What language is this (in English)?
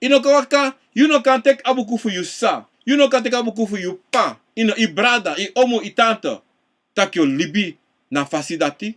Sranan Tongo